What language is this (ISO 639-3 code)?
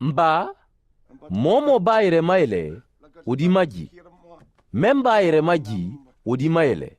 man